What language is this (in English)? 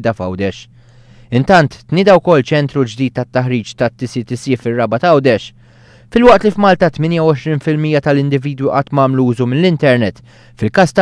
Maltese